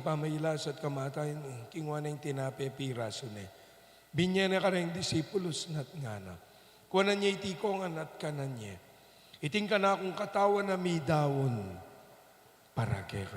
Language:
Pampanga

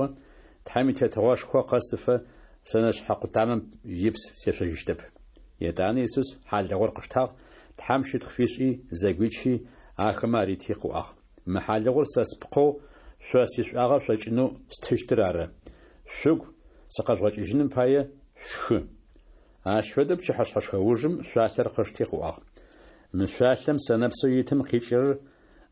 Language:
Adyghe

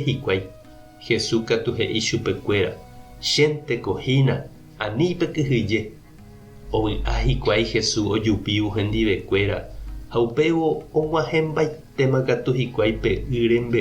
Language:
Guarani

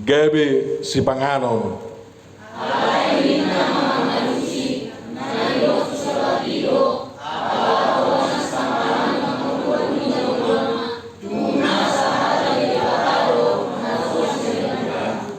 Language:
Batak Toba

